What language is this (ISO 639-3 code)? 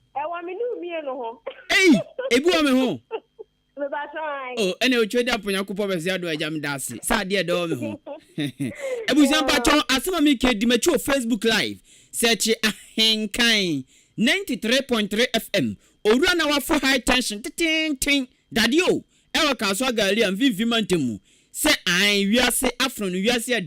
aka